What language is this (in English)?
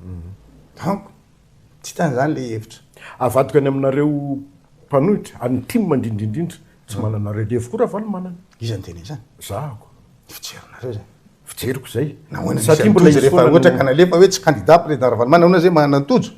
Malagasy